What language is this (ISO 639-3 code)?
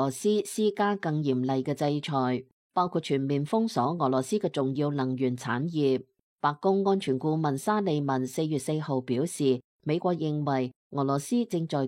yue